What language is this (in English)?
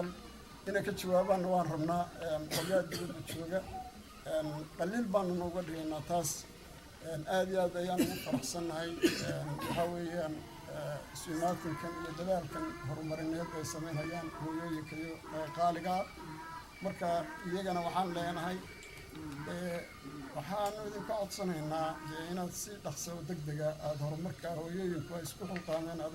Somali